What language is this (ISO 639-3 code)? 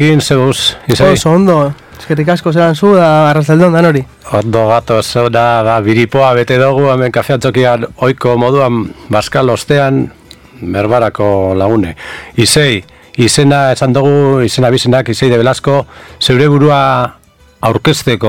eus